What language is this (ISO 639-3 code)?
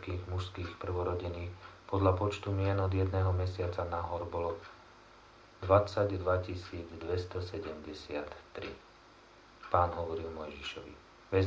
slk